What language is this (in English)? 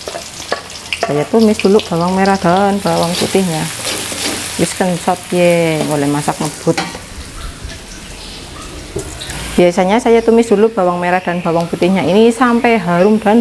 Indonesian